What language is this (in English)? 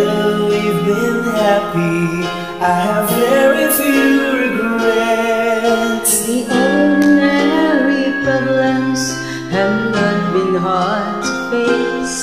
English